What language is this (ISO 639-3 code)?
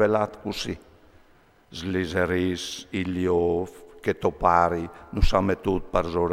fur